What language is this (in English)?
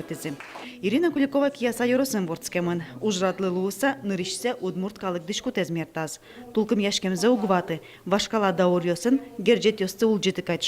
Udmurt